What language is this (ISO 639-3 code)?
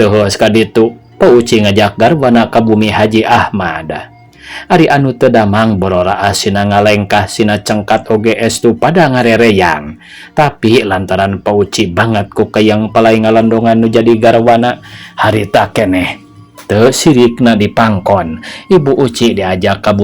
sun